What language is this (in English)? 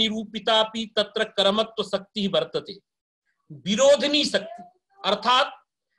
Sanskrit